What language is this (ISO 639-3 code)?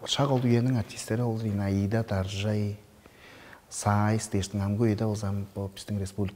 tyv